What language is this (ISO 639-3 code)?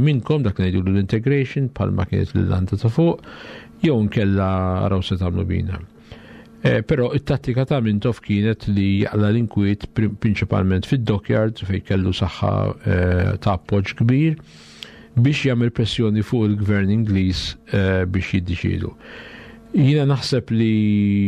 mlt